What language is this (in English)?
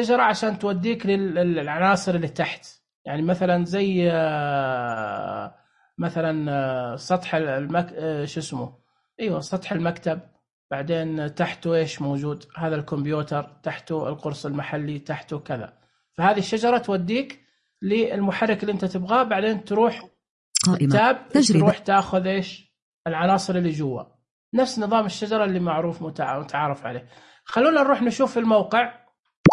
Najdi Arabic